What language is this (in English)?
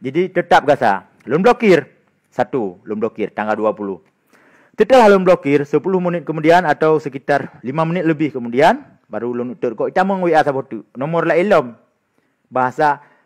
Achinese